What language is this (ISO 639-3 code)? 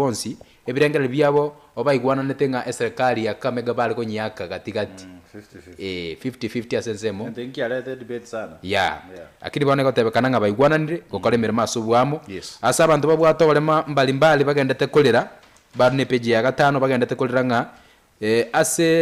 guz